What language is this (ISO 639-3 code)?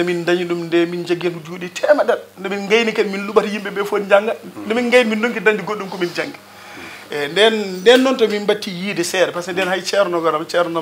ful